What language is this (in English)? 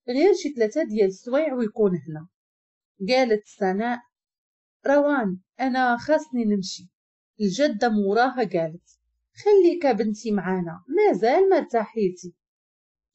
Moroccan Arabic